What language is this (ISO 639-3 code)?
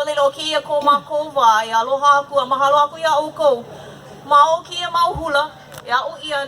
haw